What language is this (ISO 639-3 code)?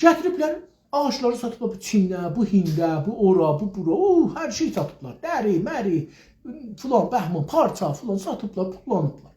azb